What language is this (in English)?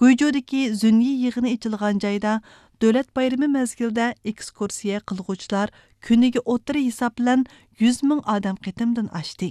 Uyghur